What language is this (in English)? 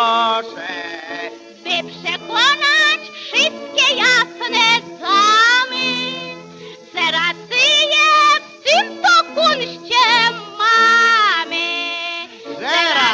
Polish